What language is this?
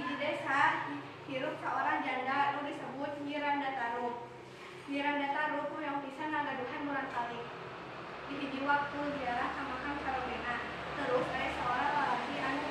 Sundanese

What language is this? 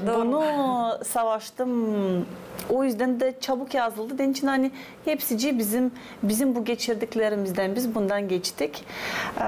Gagauz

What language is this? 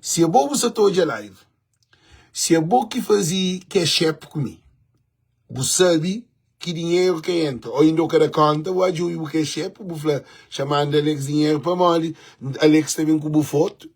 Kabuverdianu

